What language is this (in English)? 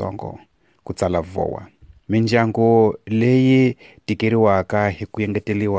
Tsonga